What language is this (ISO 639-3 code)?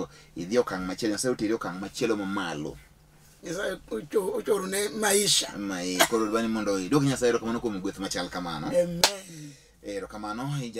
luo